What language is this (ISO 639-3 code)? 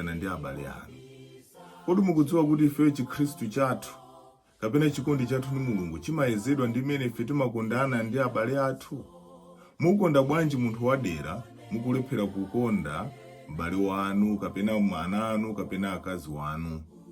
nya